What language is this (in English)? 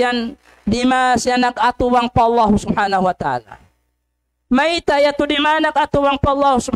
Tausug